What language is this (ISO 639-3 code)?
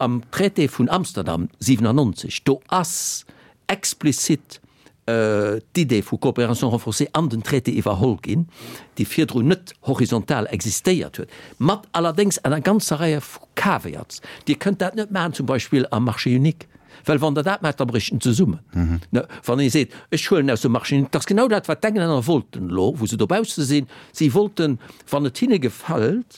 ltz